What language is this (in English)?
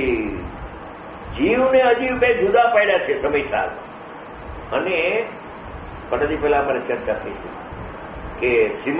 Gujarati